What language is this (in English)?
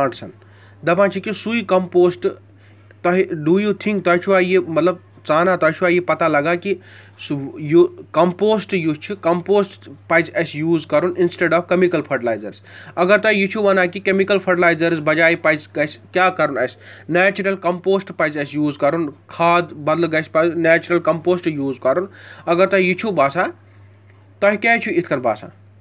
Kashmiri